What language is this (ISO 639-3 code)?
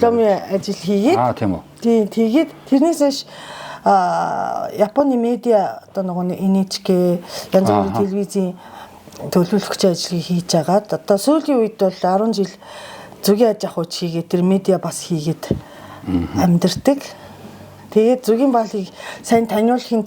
mon